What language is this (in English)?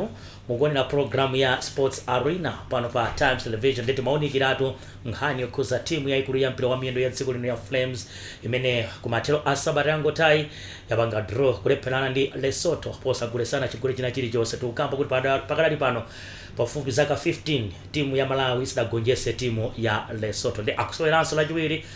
Nyanja